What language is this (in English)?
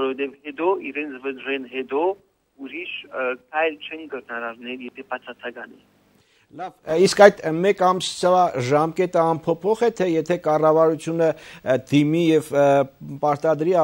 Armenian